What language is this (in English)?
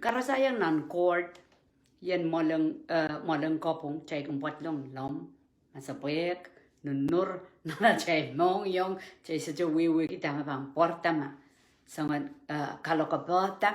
Pohnpeian